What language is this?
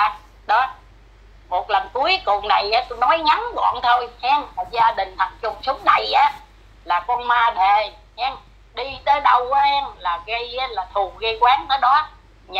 Vietnamese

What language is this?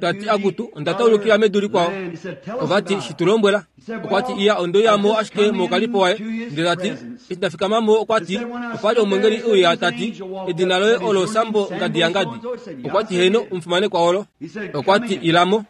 Kuanyama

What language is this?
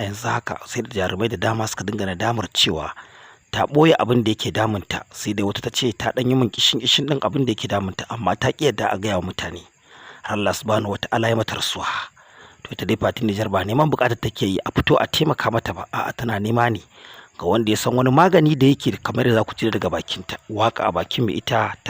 Hausa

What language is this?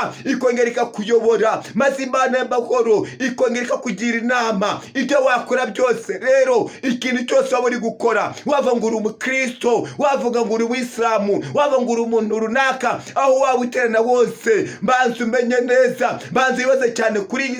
Kinyarwanda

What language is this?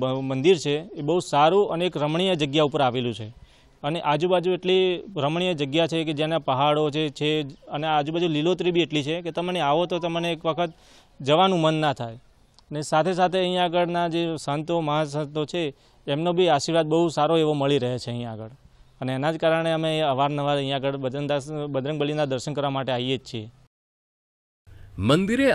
Gujarati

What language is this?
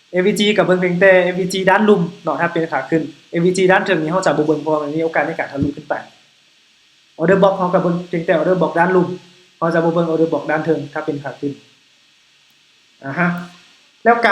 Lao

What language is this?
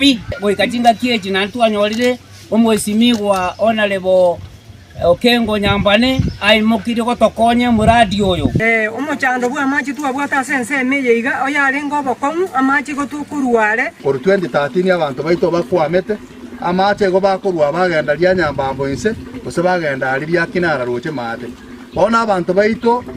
Gusii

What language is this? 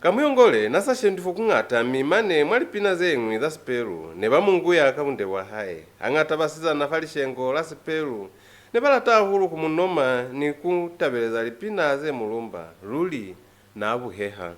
Lozi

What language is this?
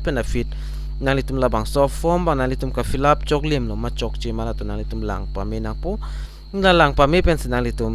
Karbi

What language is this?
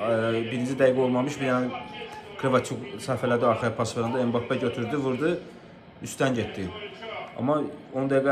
Azerbaijani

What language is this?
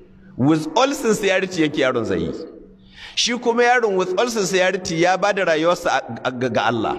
Hausa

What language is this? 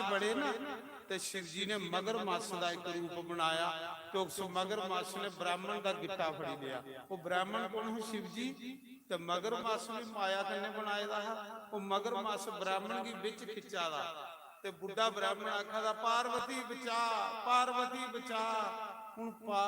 Dogri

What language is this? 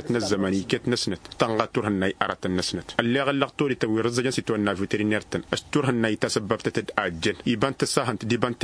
Tamasheq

